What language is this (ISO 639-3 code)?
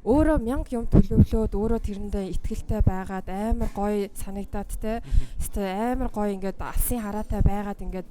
mon